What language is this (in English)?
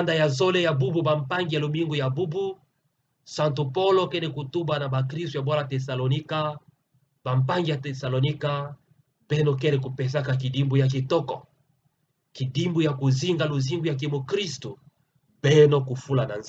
Kituba (Democratic Republic of Congo)